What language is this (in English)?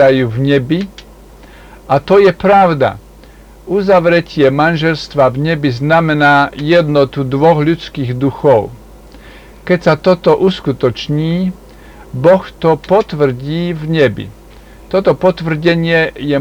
Slovak